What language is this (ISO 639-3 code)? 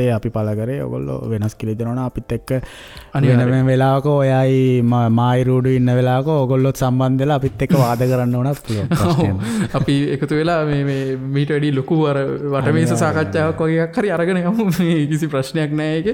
sin